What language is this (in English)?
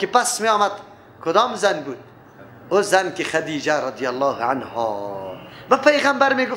Persian